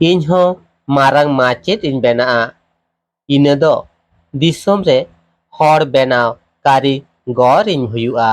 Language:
Santali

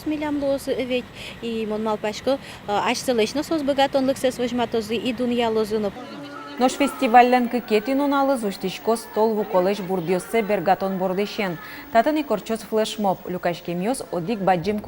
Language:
Udmurt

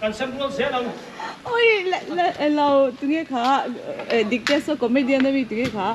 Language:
Mizo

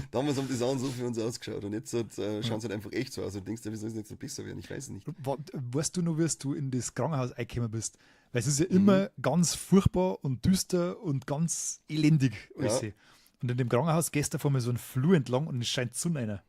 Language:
Bavarian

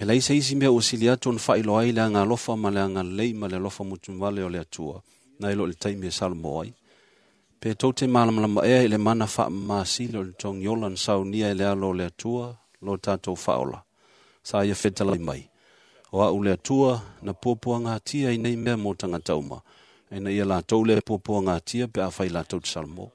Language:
Samoan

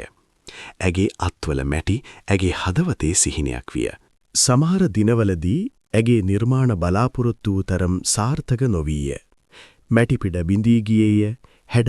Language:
Sinhala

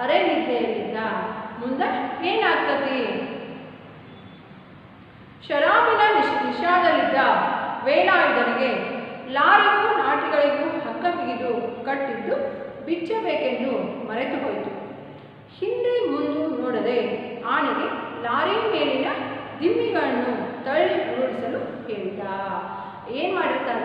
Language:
Kannada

